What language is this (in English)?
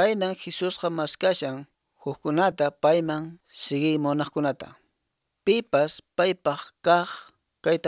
Quechua